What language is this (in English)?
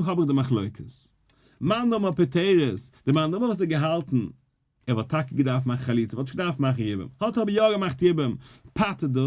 Yiddish